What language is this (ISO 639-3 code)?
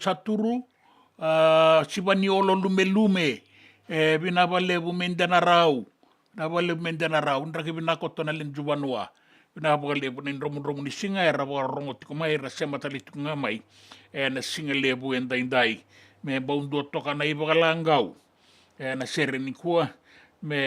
fij